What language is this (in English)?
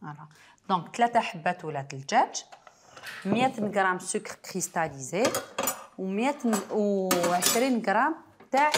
Algerian Arabic